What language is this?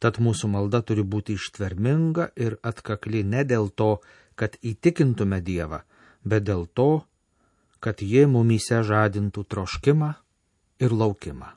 Lithuanian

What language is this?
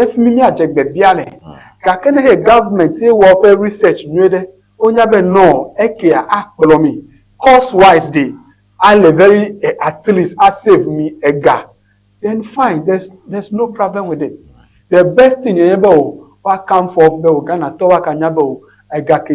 Ewe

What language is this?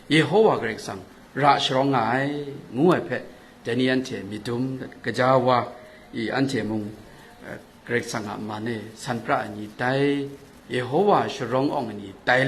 Kachin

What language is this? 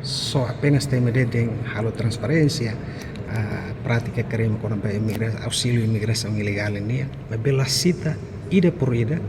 Tetum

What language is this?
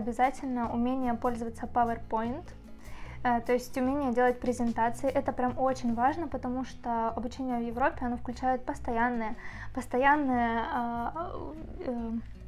Russian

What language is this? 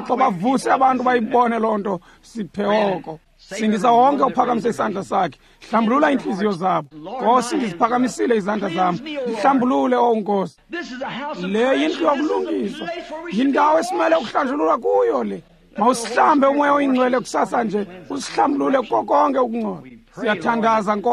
Xhosa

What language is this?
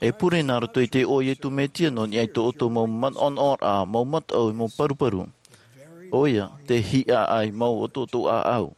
Tahitian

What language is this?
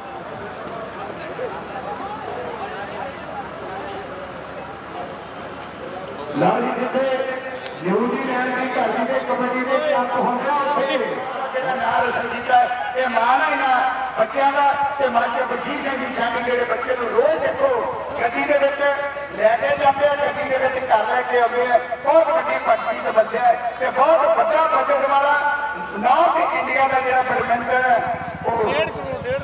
Punjabi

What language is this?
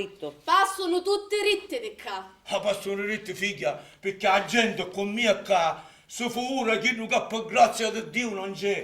Sicilian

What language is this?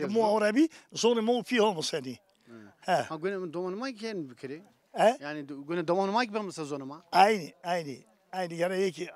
Zaza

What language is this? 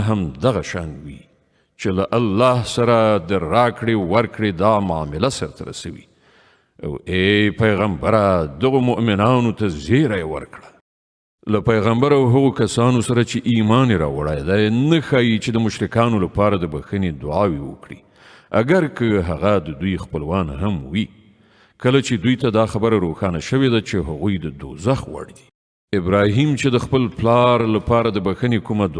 Pashto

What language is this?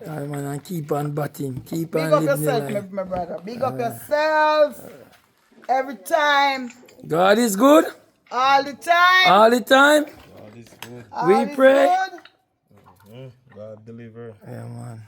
Jamaican Creole English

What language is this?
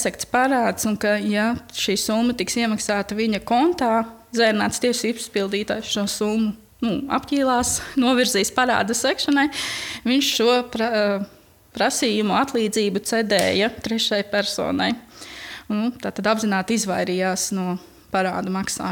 Latvian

